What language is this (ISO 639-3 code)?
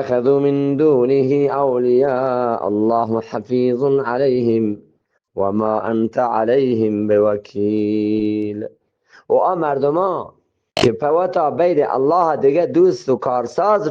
bgp